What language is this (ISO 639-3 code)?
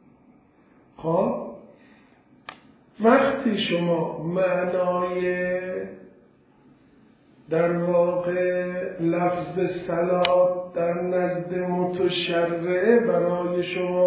fas